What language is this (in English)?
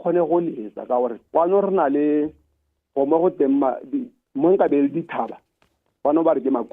Tswana